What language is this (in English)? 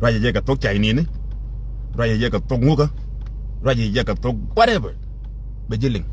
Nuer